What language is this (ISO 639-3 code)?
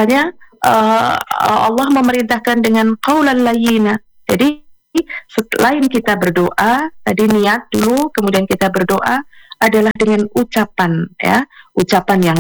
ind